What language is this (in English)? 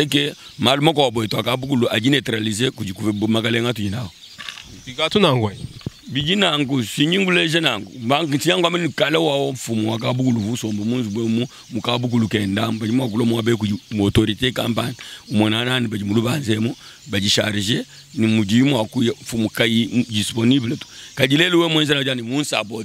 Luba-Lulua